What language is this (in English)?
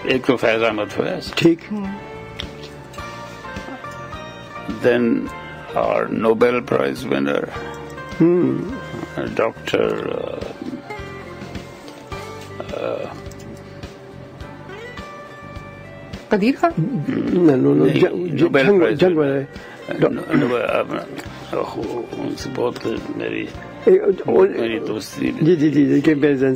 Urdu